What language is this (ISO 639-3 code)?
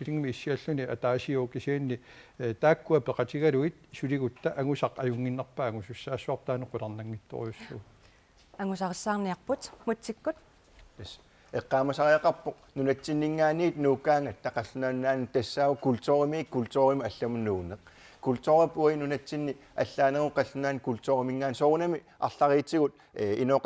kal